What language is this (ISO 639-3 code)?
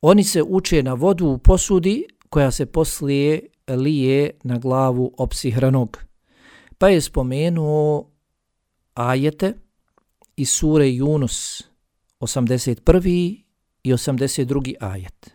bos